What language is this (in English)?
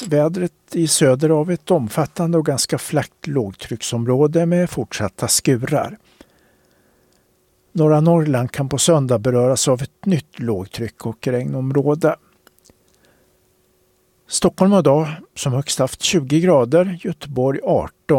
Swedish